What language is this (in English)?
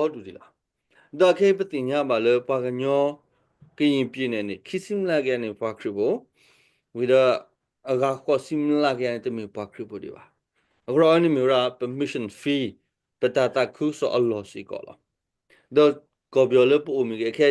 S'gaw Karen